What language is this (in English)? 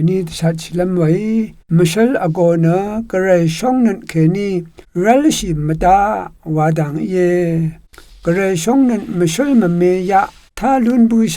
Rawang